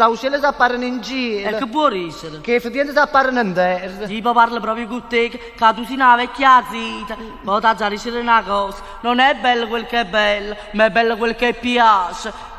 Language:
Neapolitan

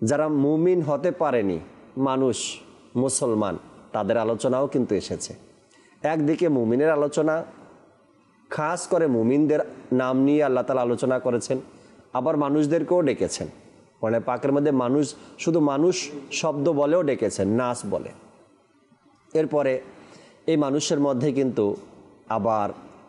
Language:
Bangla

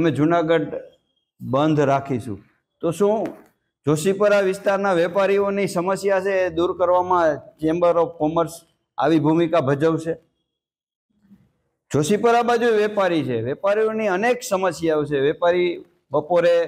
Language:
Gujarati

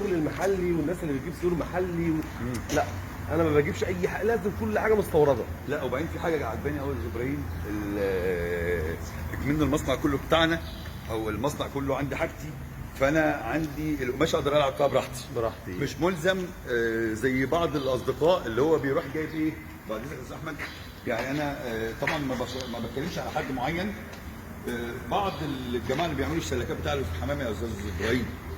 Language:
Egyptian Arabic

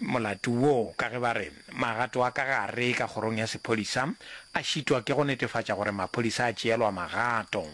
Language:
Northern Sotho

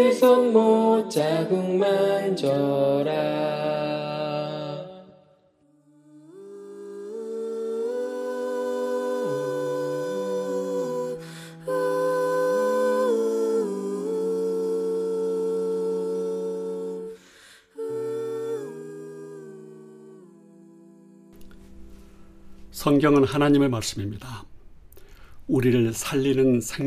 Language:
Korean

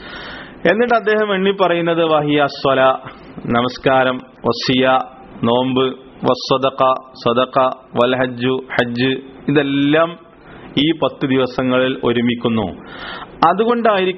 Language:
Malayalam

